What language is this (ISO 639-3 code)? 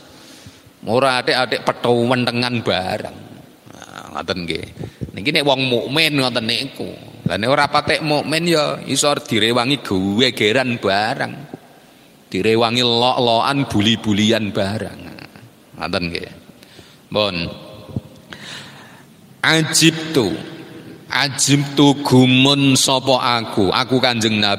jav